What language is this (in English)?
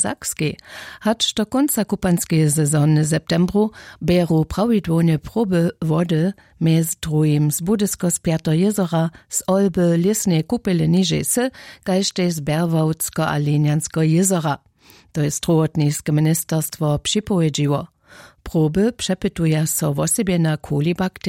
Upper Sorbian